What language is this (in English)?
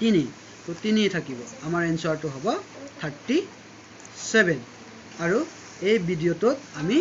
Assamese